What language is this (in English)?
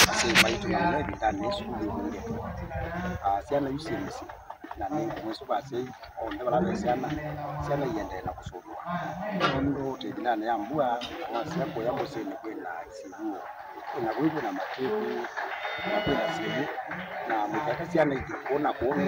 Kamba